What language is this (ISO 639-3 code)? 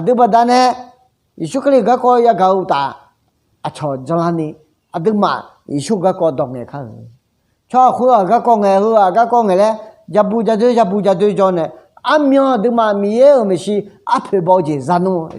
ahk